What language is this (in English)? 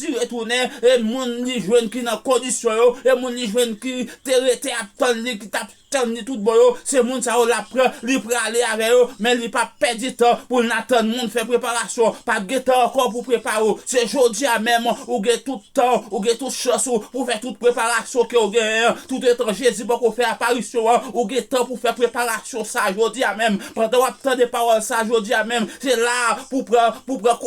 Haitian Creole